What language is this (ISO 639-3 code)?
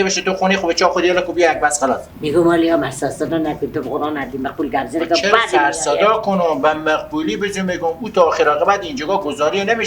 fas